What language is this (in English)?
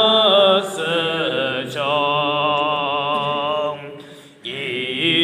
Yimchungru Naga